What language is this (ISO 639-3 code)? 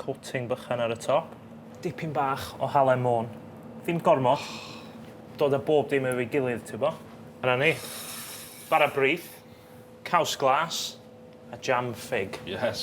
cym